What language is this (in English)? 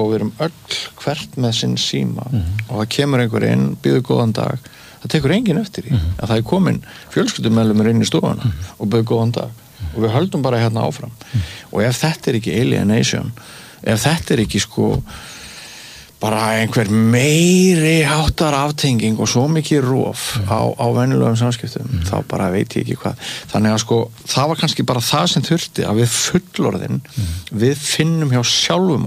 Icelandic